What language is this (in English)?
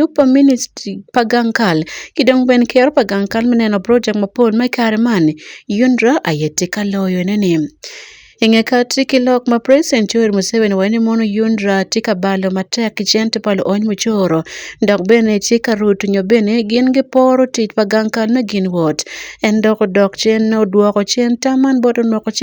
Acoli